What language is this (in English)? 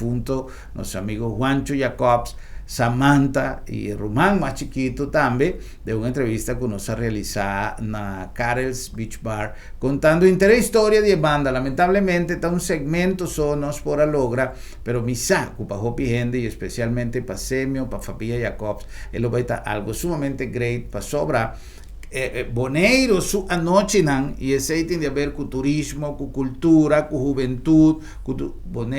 Papiamento